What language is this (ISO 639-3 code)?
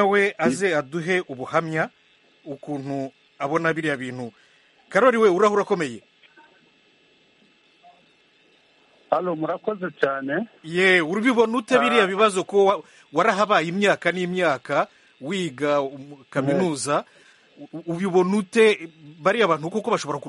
kin